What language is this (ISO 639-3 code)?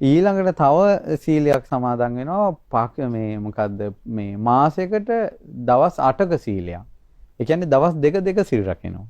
sin